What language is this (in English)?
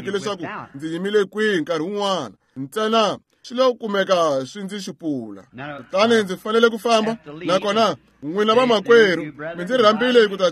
Tsonga